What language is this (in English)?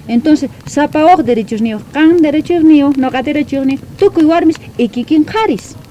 South Bolivian Quechua